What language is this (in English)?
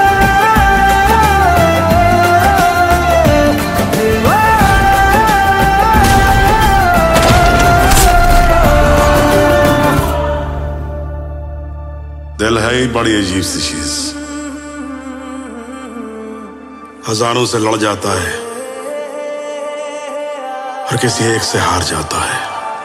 Hindi